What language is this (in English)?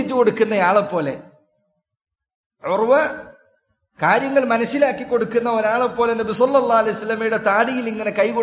Malayalam